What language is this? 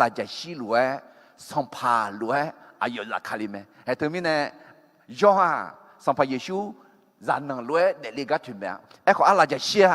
Akha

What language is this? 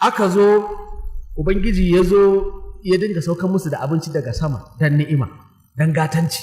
Hausa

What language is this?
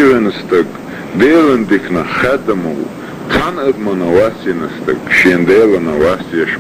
Chechen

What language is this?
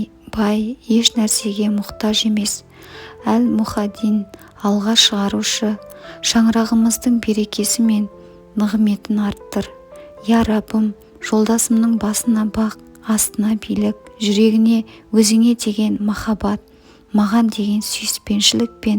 Kazakh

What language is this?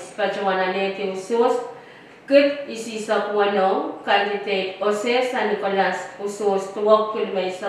Pohnpeian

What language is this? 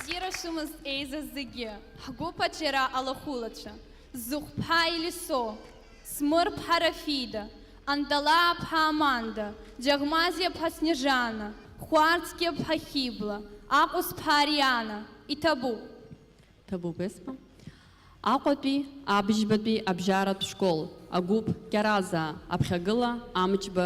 Abkhazian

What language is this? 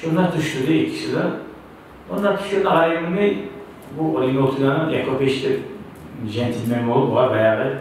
Kumyk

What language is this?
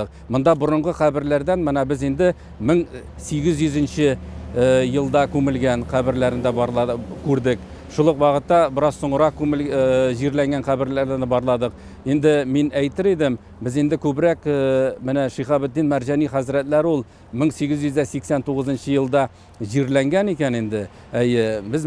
Tatar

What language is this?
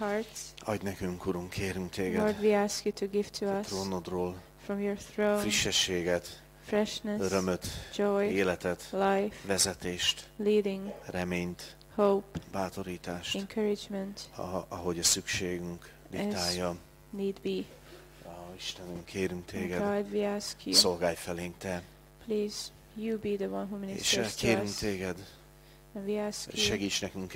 Hungarian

